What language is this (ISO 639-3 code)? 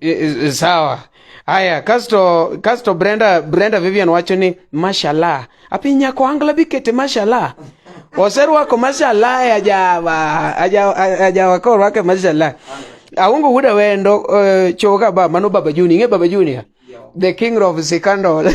luo